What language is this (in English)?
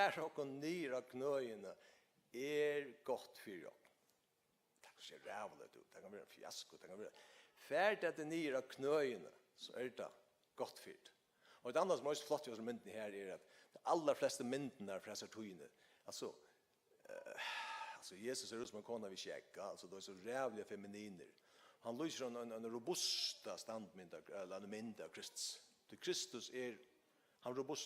Faroese